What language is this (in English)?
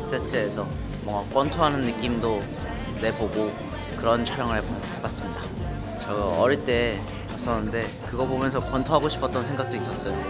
Korean